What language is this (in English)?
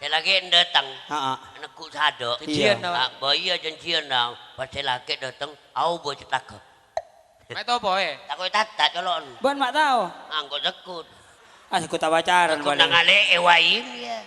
Madurese